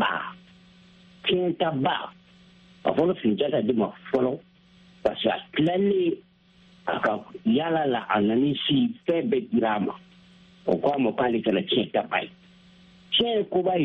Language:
Bambara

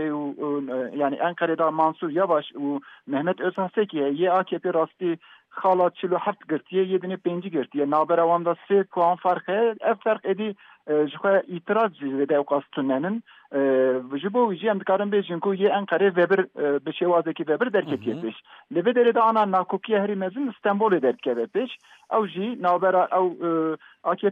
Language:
Kurdish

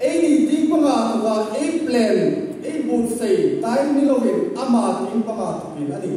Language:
Hmar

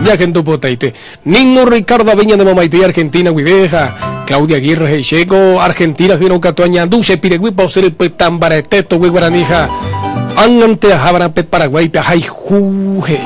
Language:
Guarani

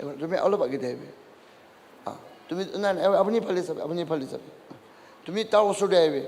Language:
Naga Pidgin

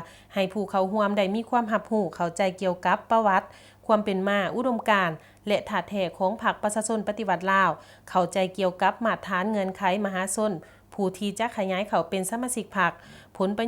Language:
Lao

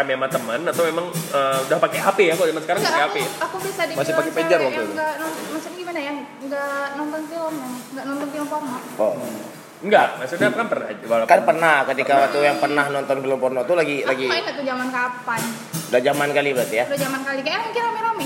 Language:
Indonesian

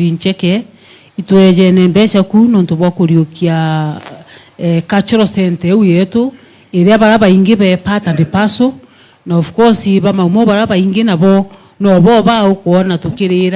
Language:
Meru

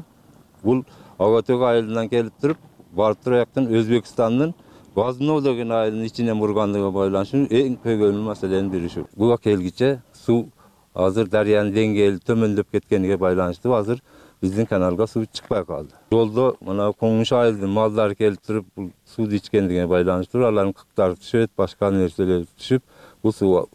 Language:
Kyrgyz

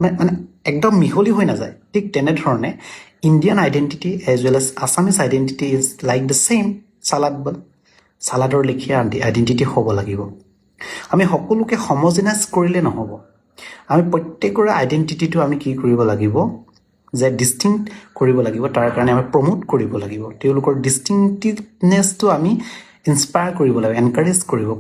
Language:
Assamese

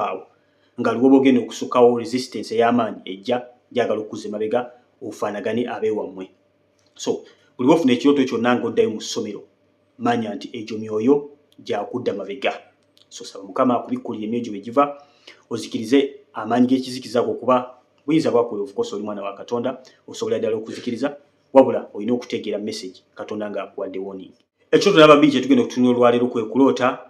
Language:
Ganda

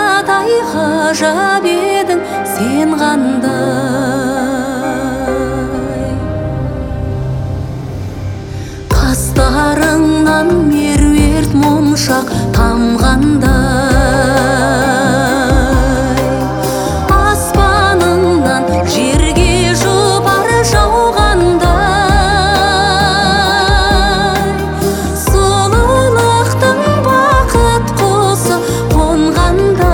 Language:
Kazakh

